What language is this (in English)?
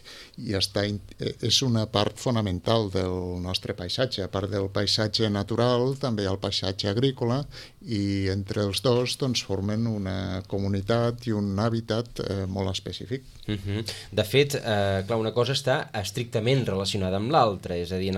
Catalan